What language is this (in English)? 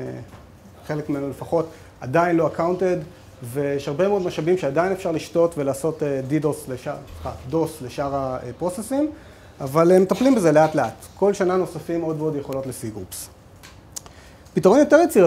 Hebrew